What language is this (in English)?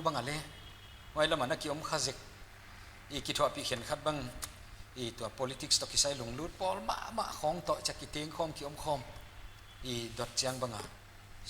Paite Chin